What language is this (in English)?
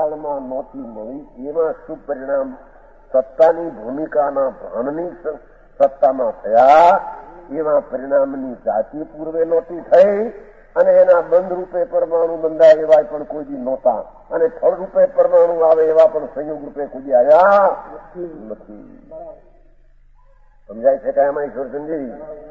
Gujarati